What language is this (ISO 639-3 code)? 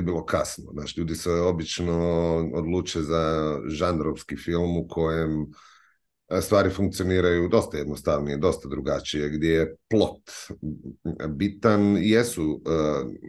hrv